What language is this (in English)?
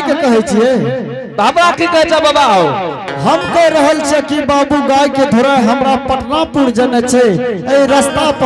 Angika